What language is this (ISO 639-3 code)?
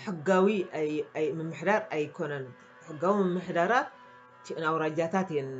tir